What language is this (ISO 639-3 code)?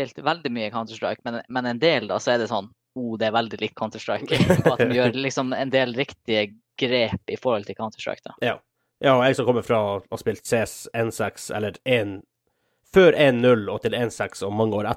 nor